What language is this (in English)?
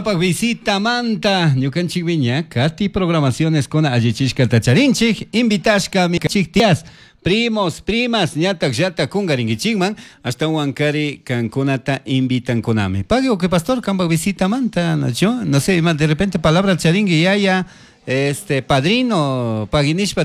Chimborazo Highland Quichua